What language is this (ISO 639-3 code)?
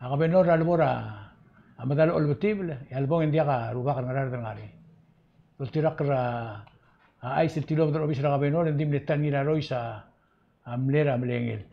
pau